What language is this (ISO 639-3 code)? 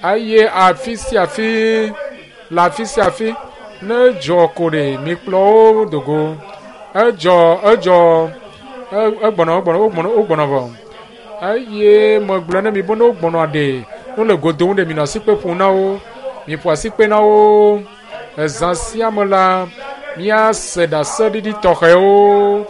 ewe